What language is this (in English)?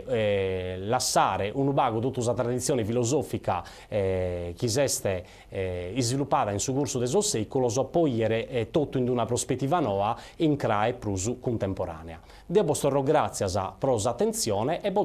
Sardinian